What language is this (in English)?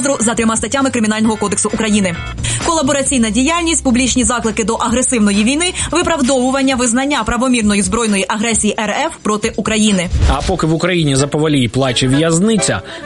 Ukrainian